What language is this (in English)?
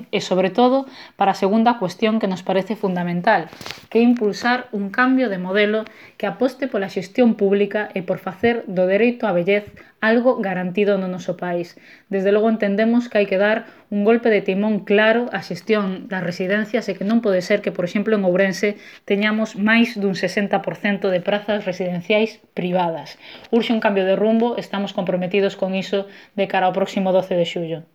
Galician